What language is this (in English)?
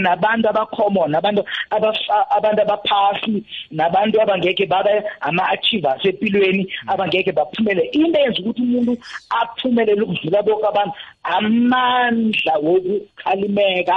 South Ndebele